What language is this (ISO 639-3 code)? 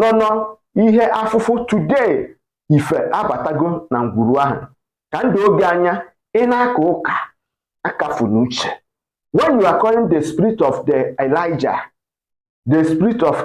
ibo